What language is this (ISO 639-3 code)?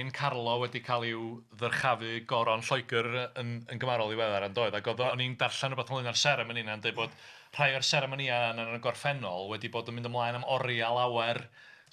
cym